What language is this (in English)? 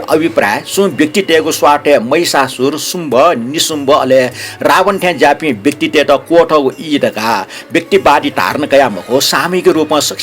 Newari